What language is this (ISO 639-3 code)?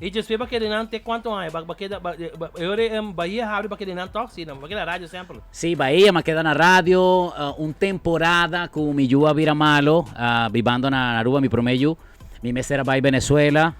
pap